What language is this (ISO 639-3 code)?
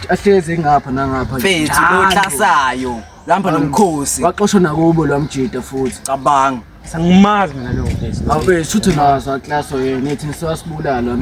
zul